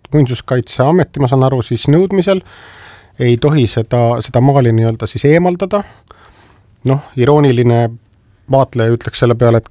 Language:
Estonian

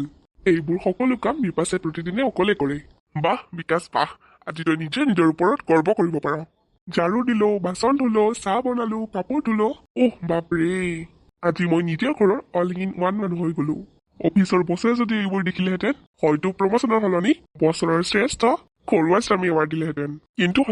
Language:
Assamese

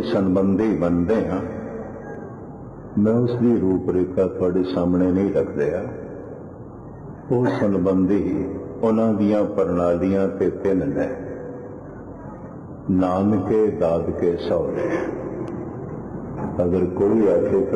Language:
Punjabi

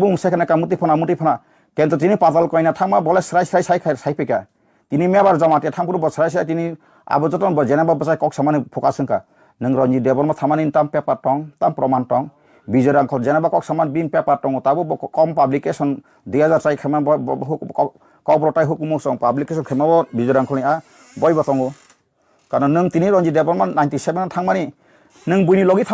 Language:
Riang (India)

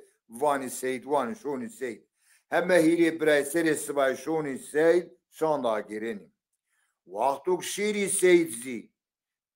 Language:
Zaza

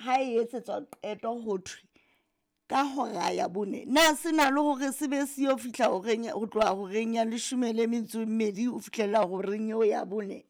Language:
Southern Sotho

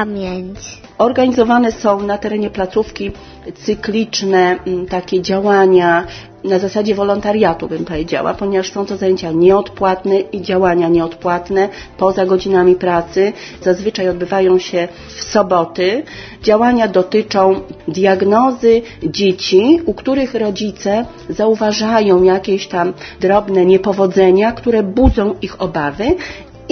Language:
Polish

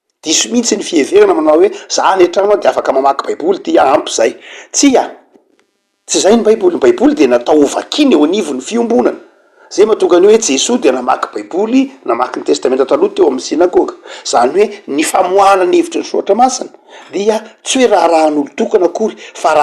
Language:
Malagasy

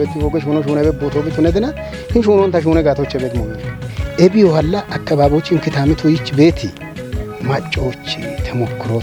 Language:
Kafa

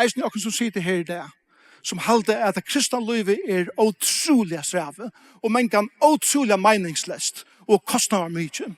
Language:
Faroese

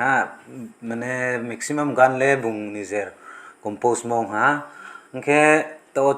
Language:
Riang (India)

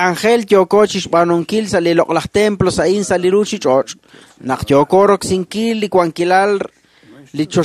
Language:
Kekchí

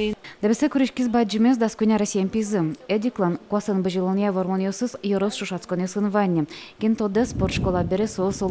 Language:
Udmurt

